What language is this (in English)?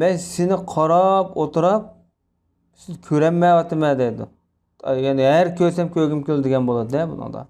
Uyghur